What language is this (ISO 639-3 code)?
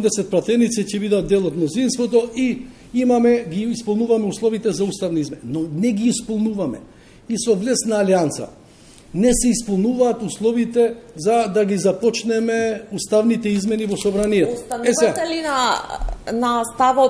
mkd